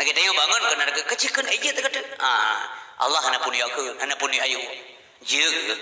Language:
Achinese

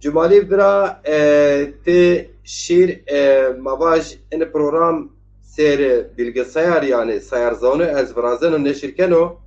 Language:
Zaza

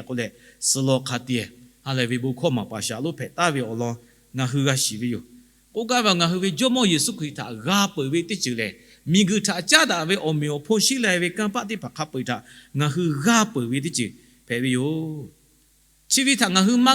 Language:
Lahu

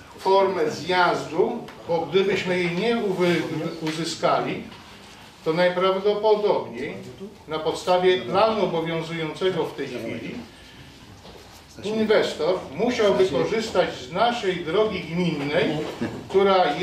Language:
Polish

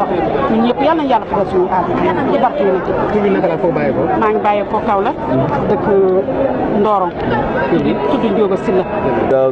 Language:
Wolof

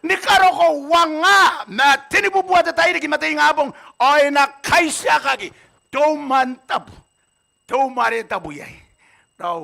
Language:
Gilbertese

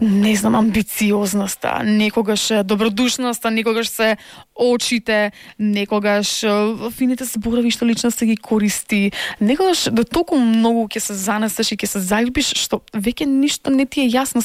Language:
Macedonian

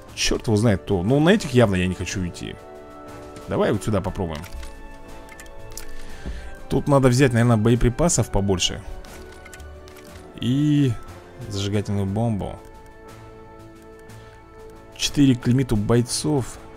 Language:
Russian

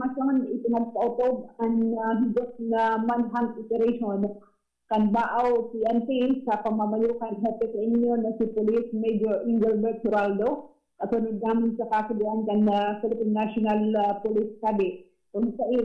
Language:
Bikol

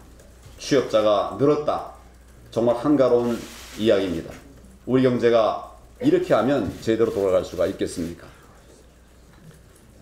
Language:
Korean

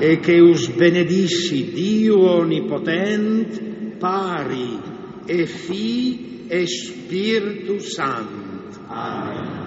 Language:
Friulian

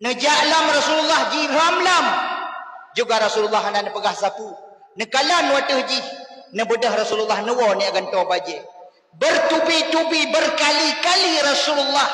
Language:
Achinese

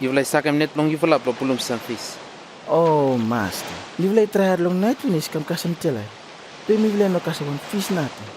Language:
Bislama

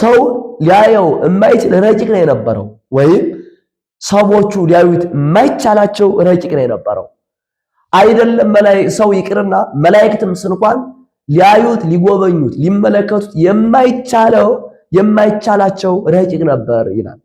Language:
Amharic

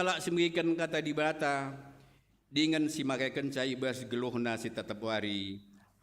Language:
Batak Karo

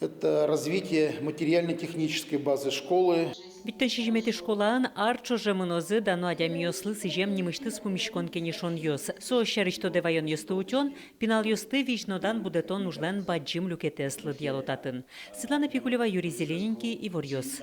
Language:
Udmurt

